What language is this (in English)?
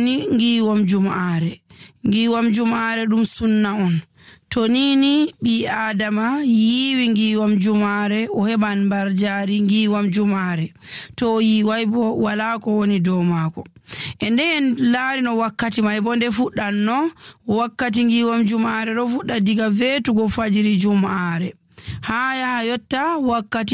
Nigerian Fulfulde